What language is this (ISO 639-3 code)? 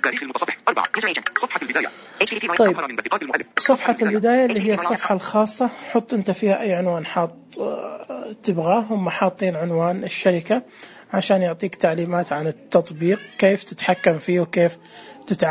ars